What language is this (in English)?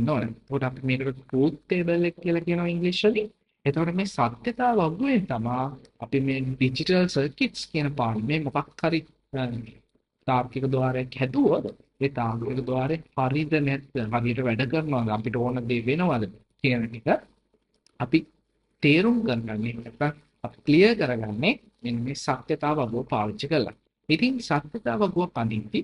Sinhala